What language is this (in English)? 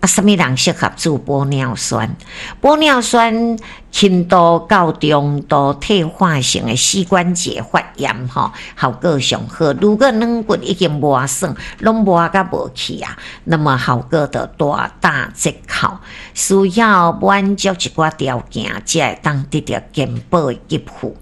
Min Nan Chinese